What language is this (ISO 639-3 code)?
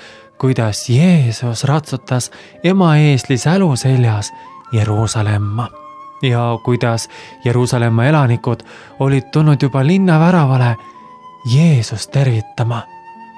est